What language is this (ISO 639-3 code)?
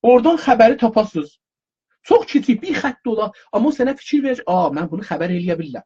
azb